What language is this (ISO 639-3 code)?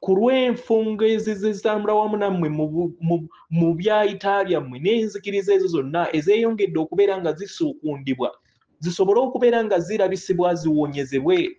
lug